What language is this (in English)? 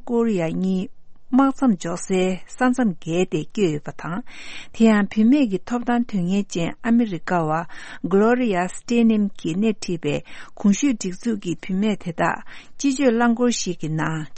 Tibetan